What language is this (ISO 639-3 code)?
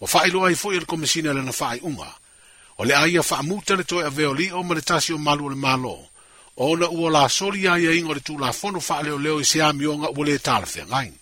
smo